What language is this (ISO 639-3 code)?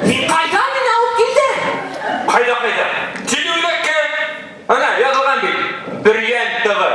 bak